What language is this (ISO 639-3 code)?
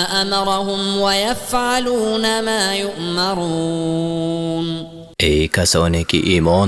tgk